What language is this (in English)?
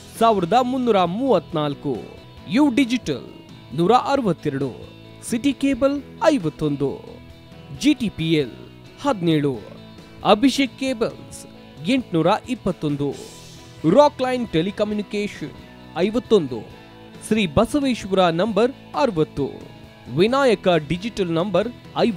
Kannada